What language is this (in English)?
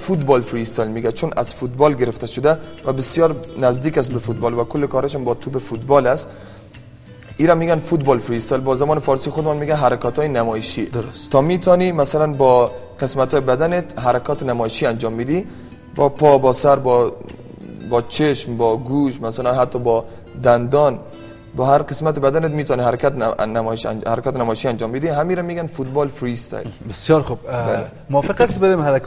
Persian